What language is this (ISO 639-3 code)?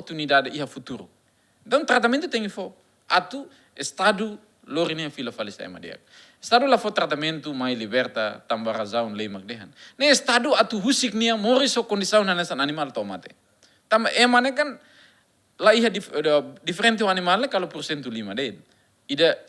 tet